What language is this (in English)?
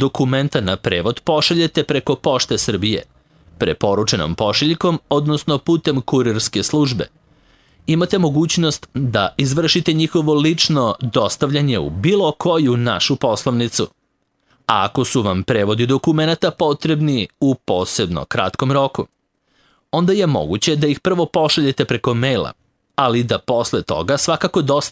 Serbian